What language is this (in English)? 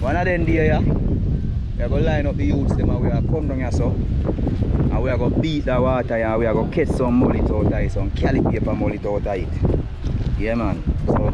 Jamaican Creole English